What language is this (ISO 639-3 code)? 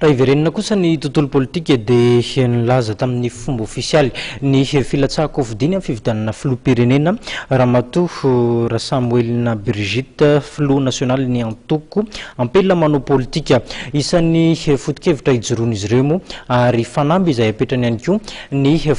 mlg